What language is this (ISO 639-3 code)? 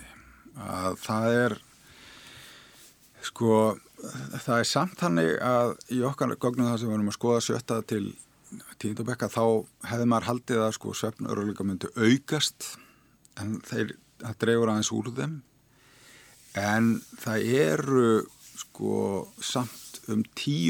isl